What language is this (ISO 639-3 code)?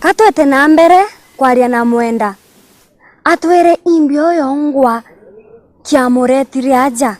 mer